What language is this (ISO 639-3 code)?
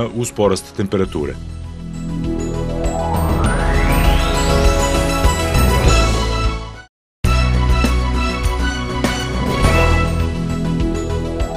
srp